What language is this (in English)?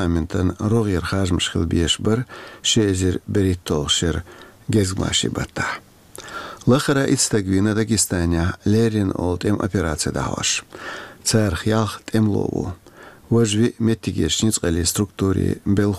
Chechen